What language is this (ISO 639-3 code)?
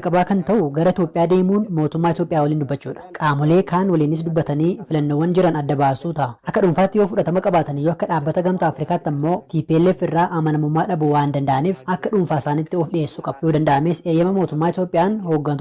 orm